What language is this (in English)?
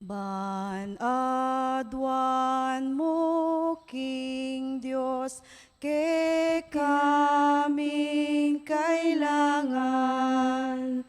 Pampanga